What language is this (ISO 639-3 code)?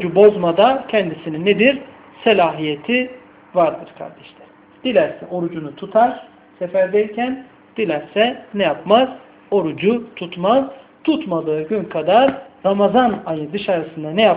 tur